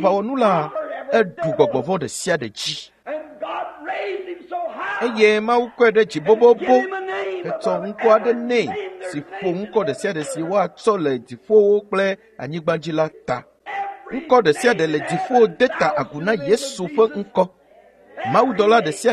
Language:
Ewe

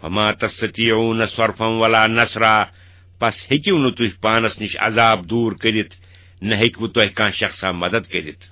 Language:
Kashmiri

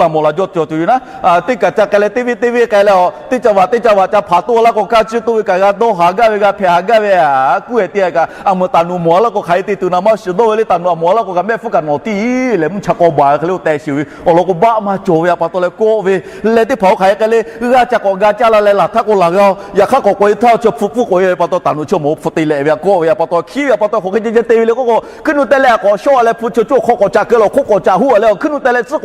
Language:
Lahu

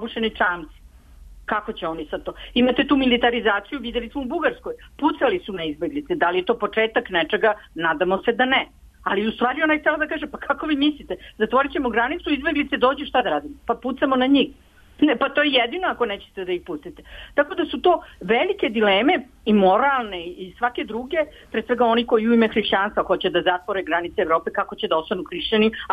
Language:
Serbian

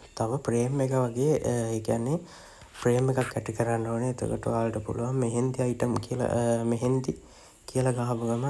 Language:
Sinhala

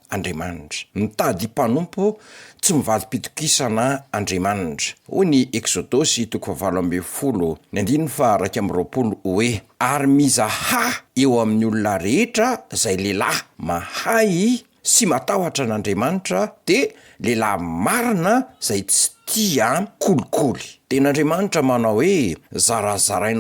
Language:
Malagasy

